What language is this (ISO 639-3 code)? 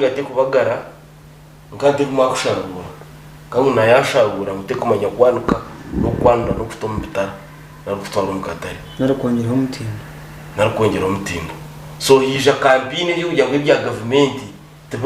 nyn